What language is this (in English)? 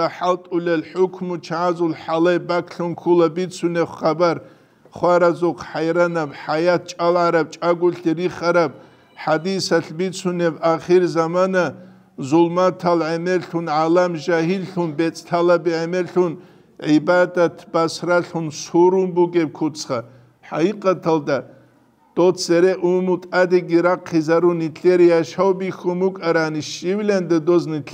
Avaric